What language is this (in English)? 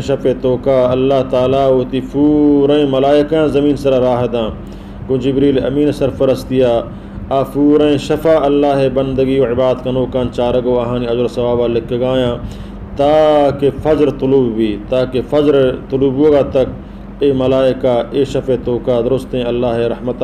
Baluchi